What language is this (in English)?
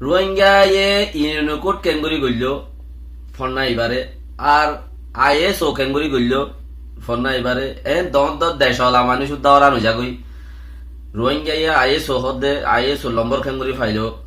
Rohingya